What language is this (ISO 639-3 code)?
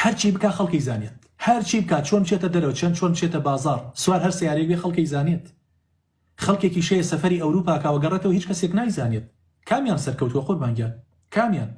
ckb